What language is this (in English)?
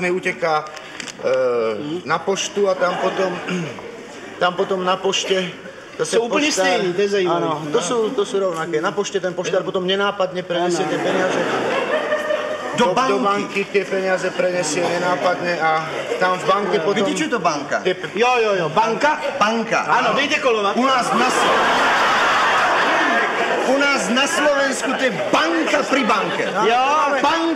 Slovak